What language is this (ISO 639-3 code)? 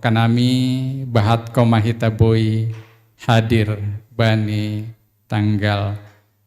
bts